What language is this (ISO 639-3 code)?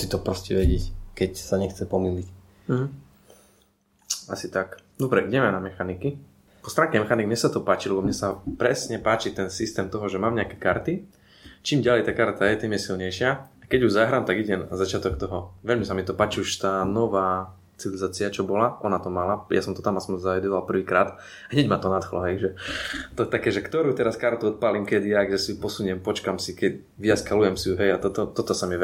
slk